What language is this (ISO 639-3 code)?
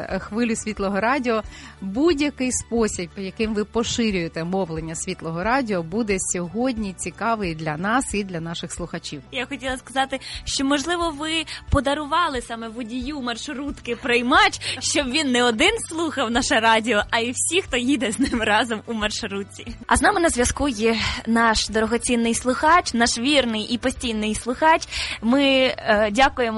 ukr